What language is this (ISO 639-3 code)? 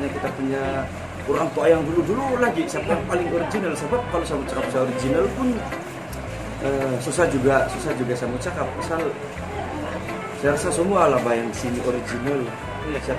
msa